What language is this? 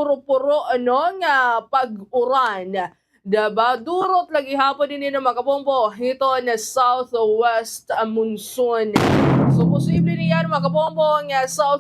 Waray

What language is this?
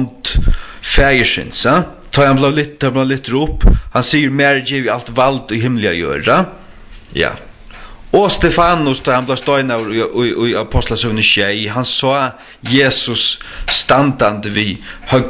Faroese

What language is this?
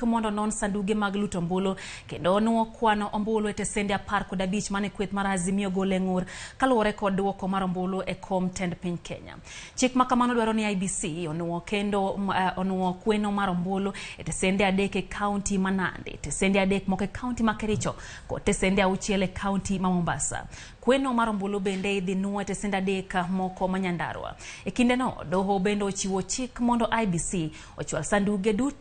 Luo (Kenya and Tanzania)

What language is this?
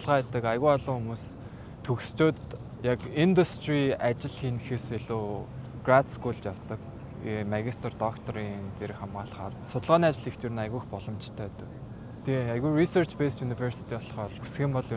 Mongolian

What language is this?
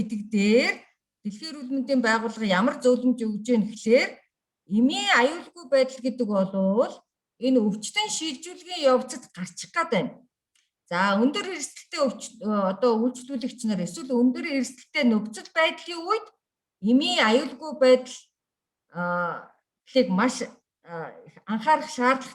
Mongolian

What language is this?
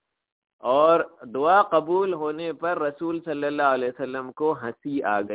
Urdu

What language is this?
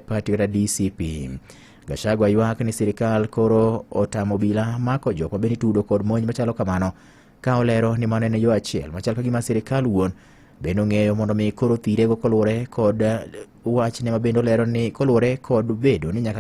Luo (Kenya and Tanzania)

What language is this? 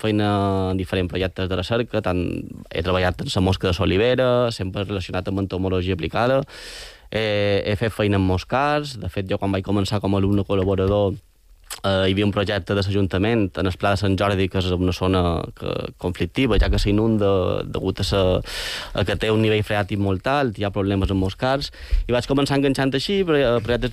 Catalan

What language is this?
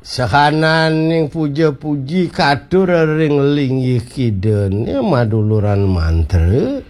Balinese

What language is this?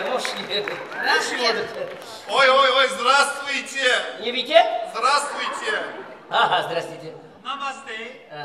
Kara-Kalpak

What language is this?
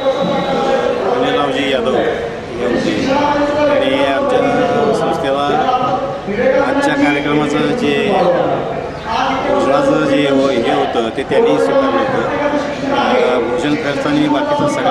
Marathi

